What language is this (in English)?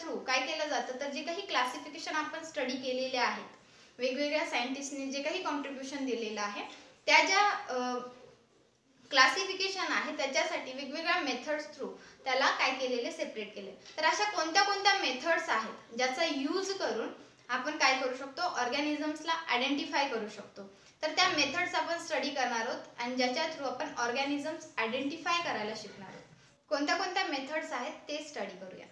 Marathi